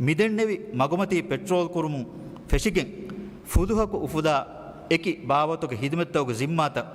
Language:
Divehi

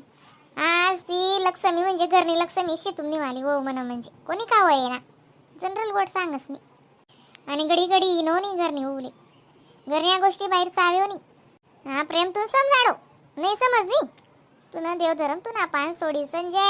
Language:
Khandesi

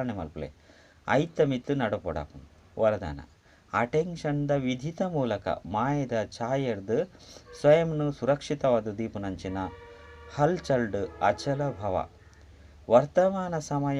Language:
Tulu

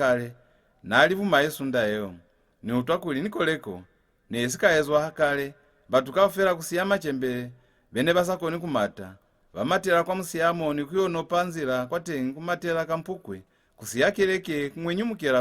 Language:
Lozi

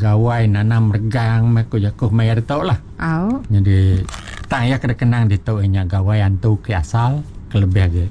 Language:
Iban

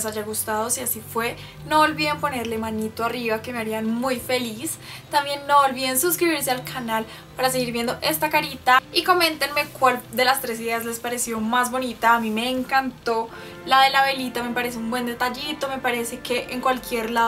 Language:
Spanish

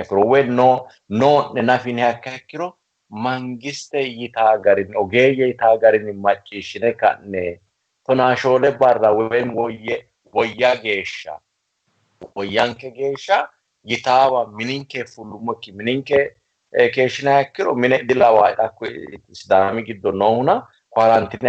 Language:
Sidamo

